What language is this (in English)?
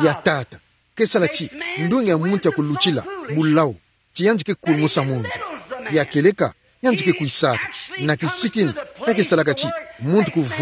Kituba (Democratic Republic of Congo)